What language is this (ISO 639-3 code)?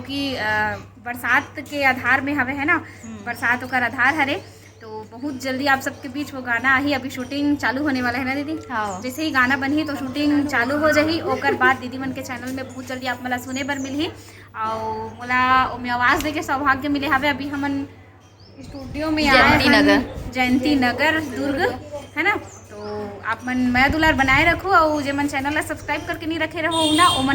hne